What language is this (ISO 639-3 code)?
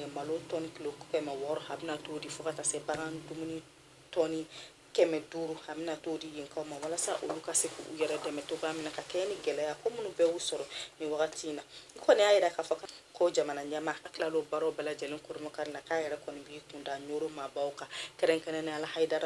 bam